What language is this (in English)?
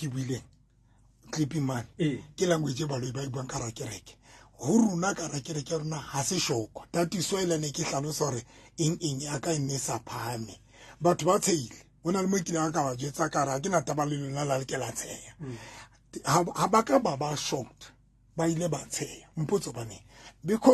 Southern Sotho